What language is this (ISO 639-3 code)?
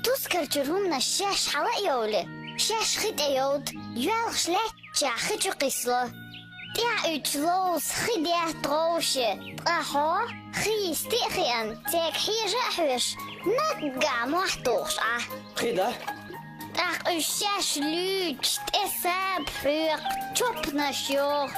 che